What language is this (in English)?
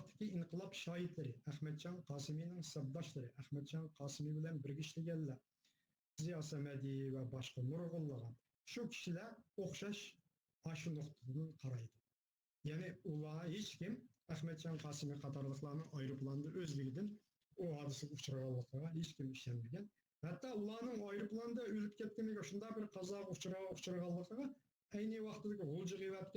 Uyghur